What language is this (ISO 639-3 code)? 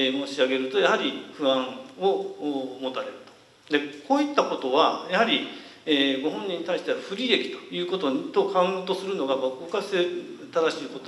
jpn